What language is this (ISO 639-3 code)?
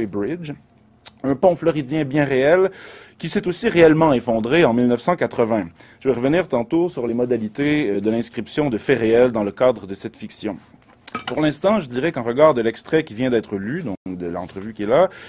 fra